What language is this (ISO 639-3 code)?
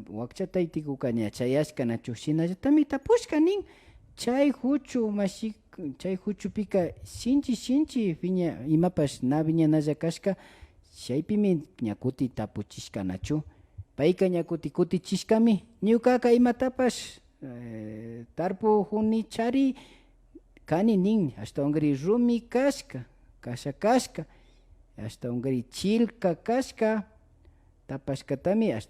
qvi